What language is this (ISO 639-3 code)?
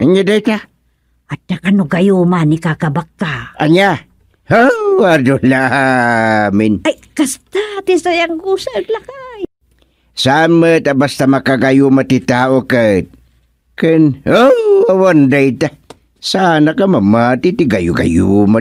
ilo